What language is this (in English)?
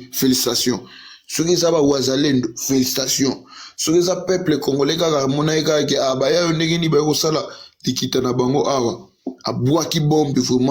Lingala